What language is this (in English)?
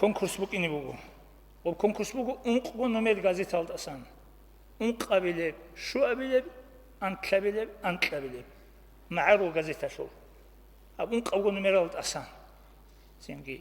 Avaric